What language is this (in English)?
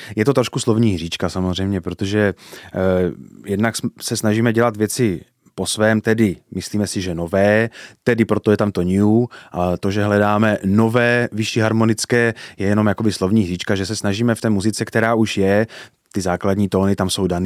Czech